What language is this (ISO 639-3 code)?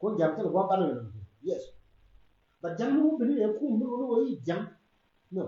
nus